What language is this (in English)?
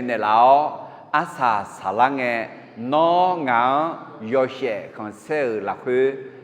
Akha